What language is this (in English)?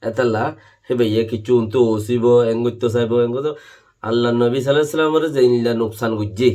Rohingya